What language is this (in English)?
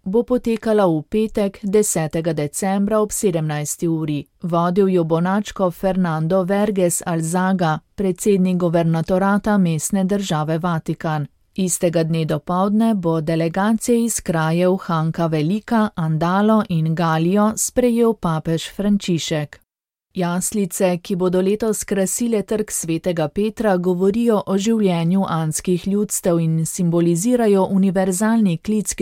Slovenian